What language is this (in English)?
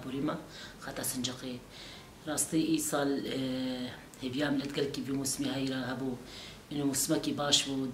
Kurdish